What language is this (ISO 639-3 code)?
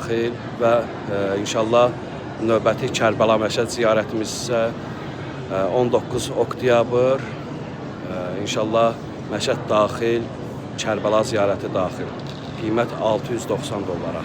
aze